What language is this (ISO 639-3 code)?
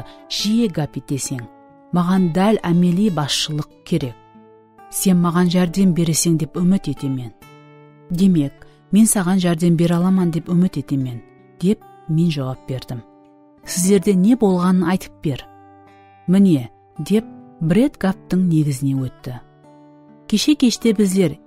kaa